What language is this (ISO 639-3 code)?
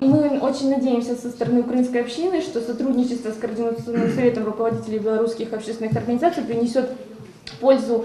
crh